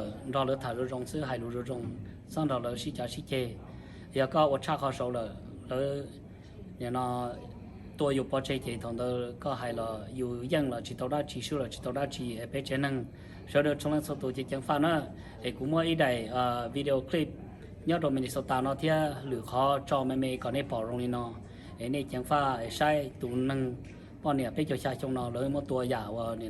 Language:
Hmong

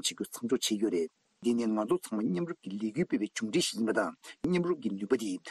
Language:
Tibetan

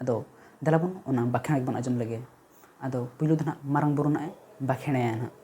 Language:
Santali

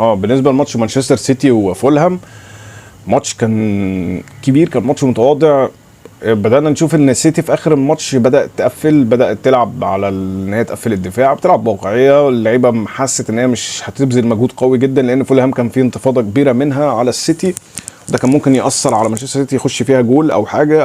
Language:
Egyptian Arabic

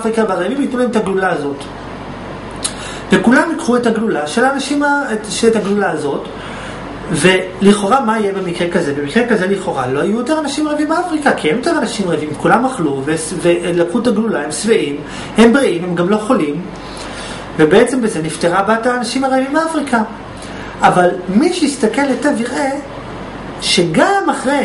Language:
Hebrew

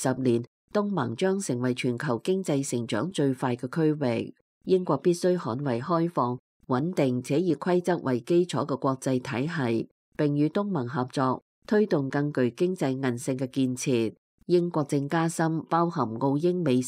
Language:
Cantonese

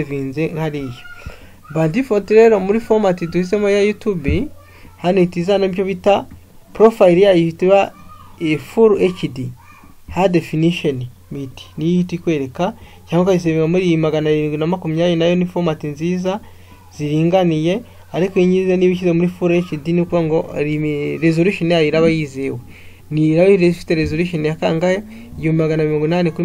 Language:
Kinyarwanda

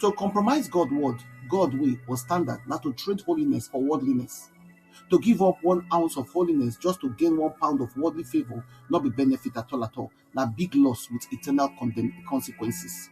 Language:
Nigerian Pidgin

